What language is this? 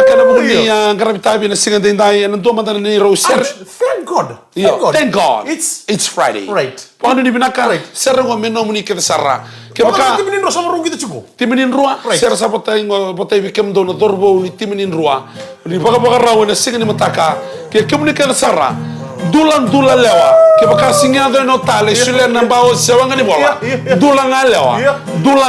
Fijian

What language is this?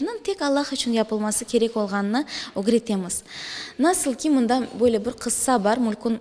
Crimean Tatar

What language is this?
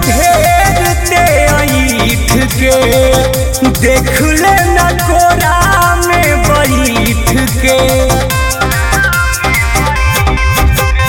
Bhojpuri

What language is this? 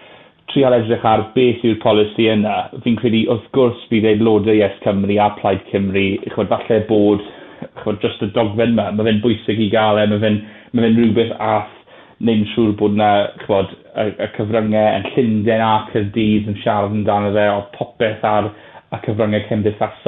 Welsh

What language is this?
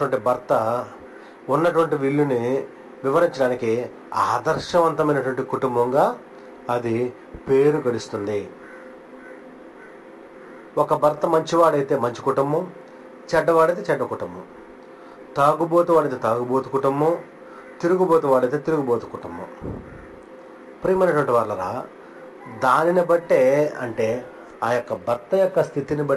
Telugu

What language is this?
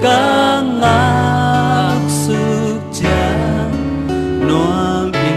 Tedim Chin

